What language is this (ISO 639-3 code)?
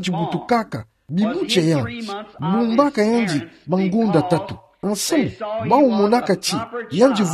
ktu